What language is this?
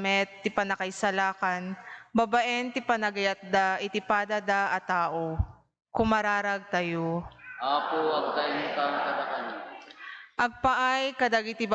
Iloko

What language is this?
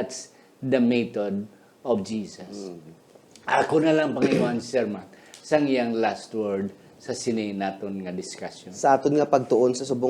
Hiligaynon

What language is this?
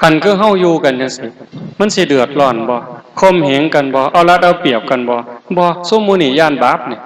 Northeastern Thai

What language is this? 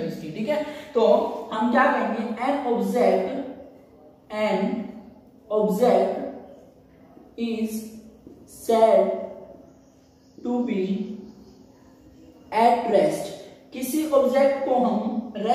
Hindi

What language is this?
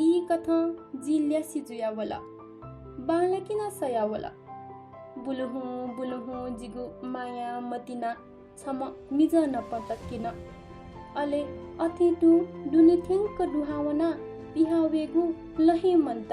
Newari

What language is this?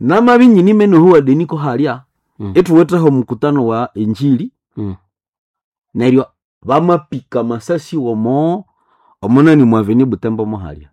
Nande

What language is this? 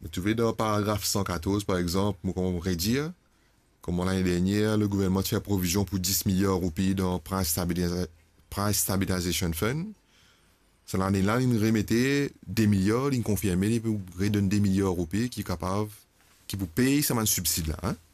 Morisyen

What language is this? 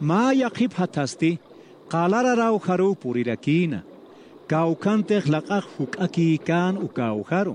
Aymara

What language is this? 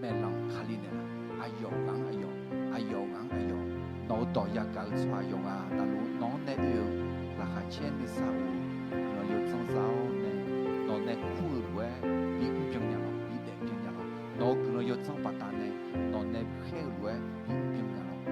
Akha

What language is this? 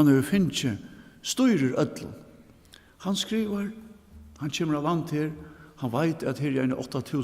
Faroese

